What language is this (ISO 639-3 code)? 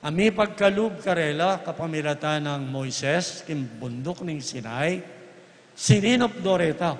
pam